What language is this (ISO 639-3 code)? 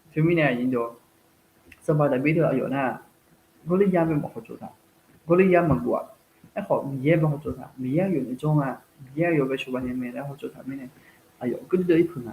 ahk